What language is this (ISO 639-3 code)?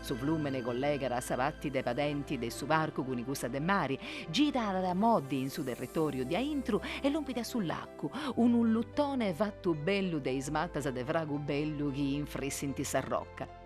srd